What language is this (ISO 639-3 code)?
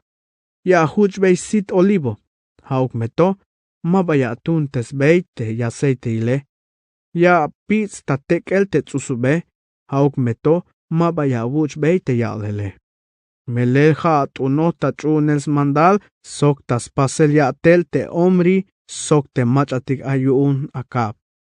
tzh